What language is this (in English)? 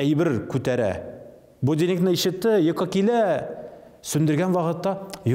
Tatar